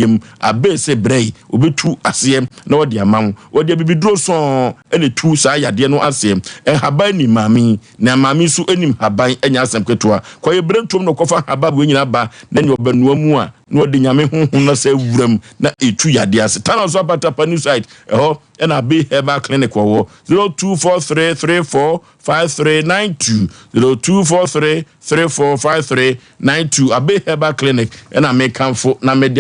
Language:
Akan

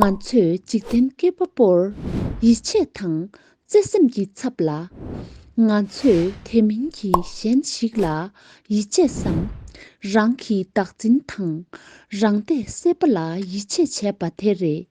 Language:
Tibetan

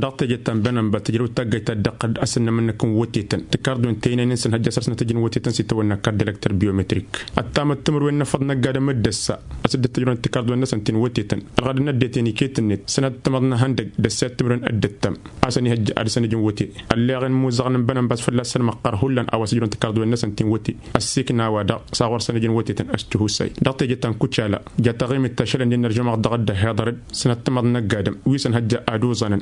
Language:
Tamasheq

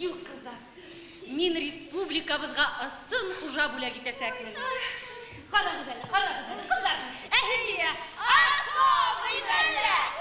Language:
Bashkir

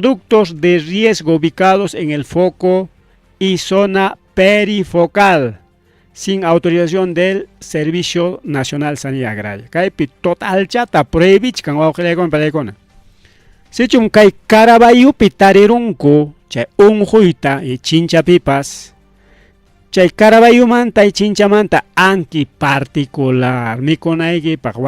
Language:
Ayacucho Quechua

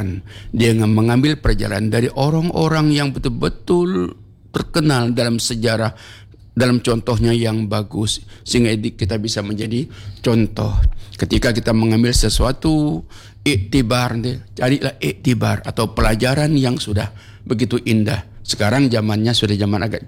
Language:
Indonesian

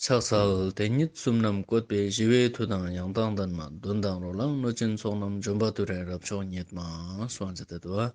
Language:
Ladakhi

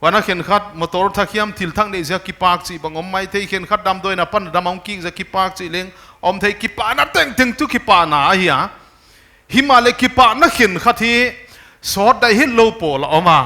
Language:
Paite Chin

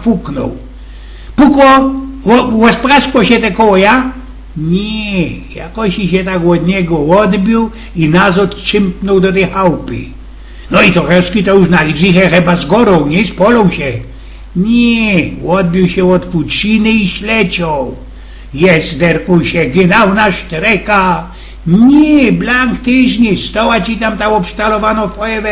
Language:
Silesian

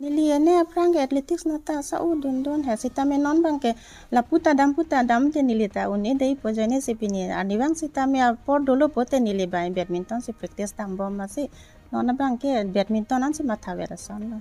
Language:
Karbi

